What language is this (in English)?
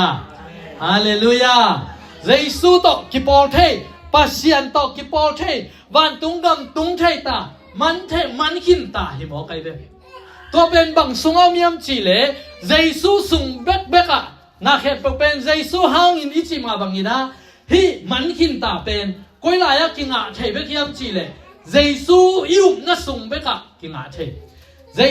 Tedim Chin